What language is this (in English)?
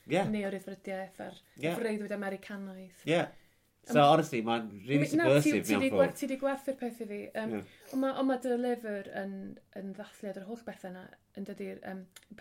Welsh